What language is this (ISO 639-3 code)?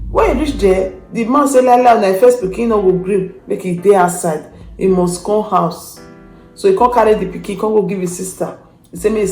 pcm